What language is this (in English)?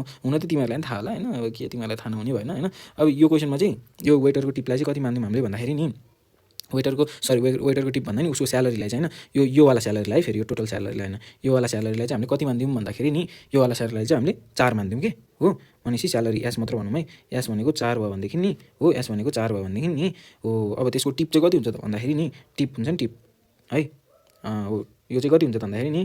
Nepali